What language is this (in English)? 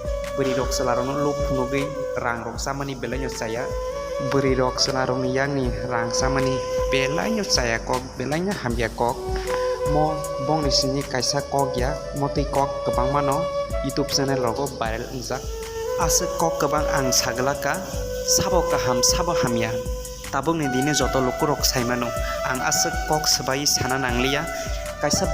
Kok Borok